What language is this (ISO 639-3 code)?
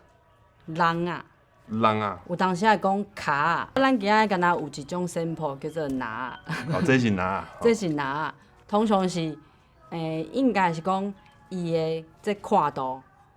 nan